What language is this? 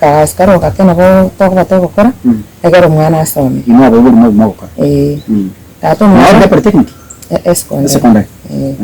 Gusii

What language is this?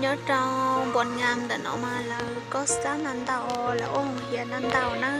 Hmong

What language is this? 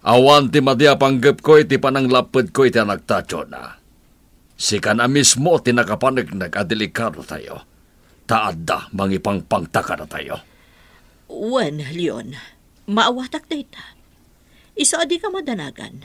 Iloko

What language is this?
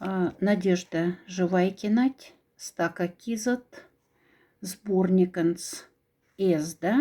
Moksha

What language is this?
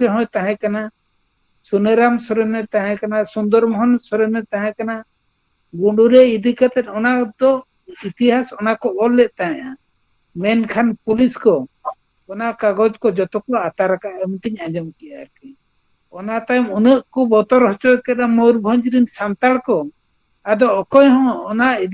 Santali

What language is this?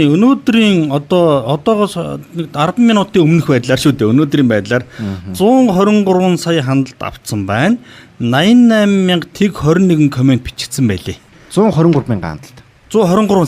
Mongolian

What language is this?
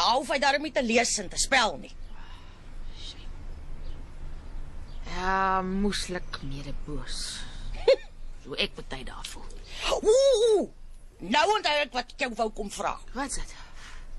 Afrikaans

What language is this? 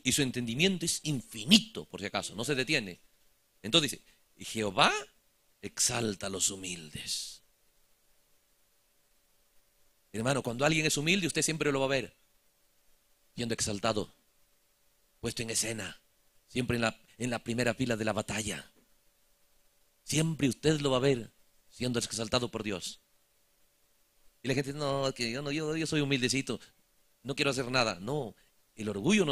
Spanish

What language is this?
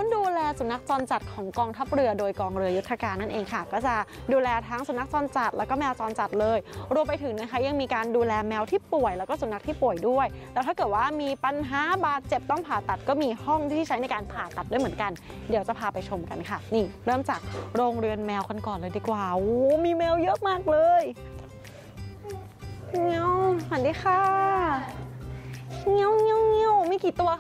Thai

